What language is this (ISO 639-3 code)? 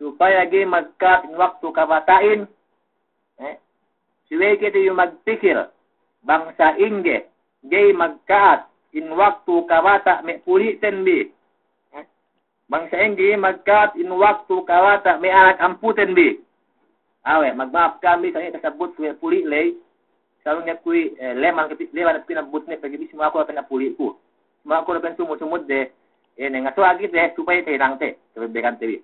yka